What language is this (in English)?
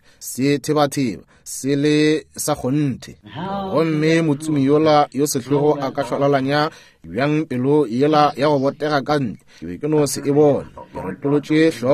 Northern Sotho